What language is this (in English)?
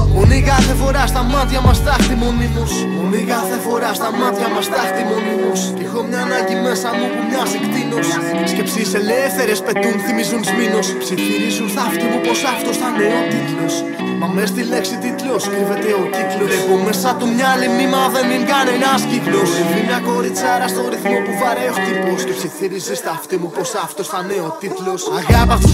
Greek